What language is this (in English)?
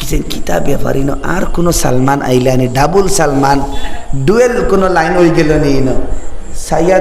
Sylheti